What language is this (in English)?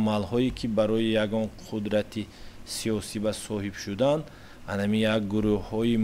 Tajik